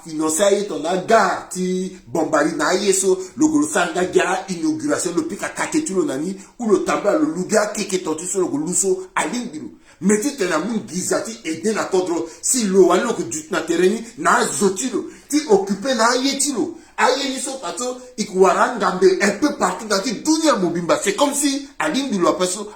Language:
Sango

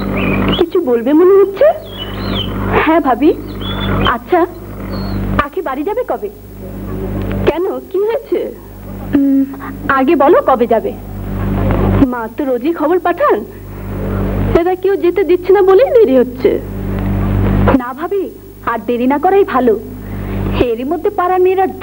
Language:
Bangla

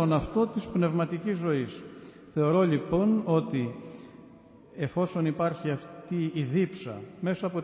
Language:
Greek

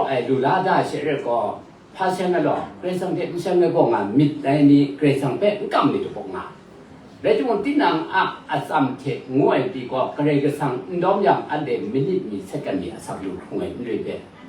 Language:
Kachin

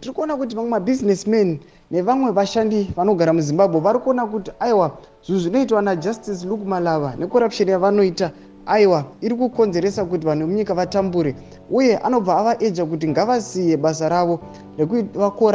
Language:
Shona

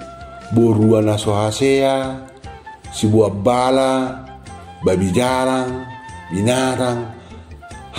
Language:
Batak Toba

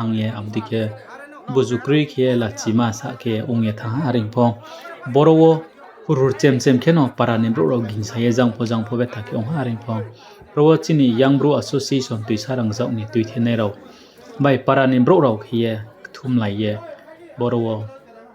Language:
Riang (India)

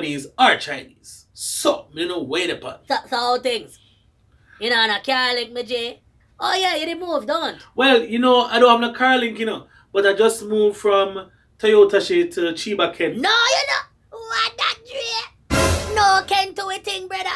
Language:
Jamaican Creole English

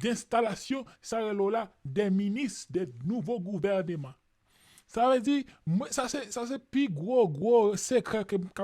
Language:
Haitian Creole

